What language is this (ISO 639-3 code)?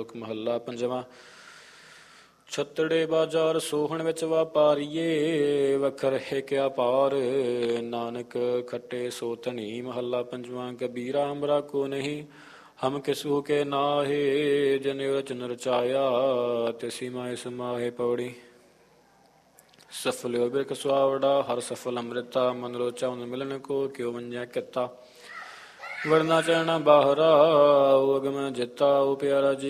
pan